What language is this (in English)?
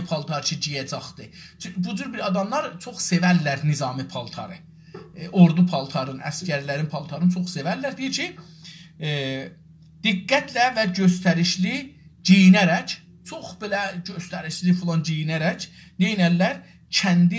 South Azerbaijani